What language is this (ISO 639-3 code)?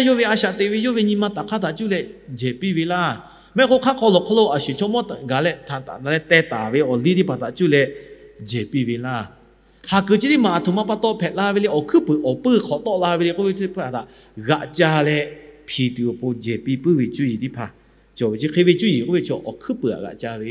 lhu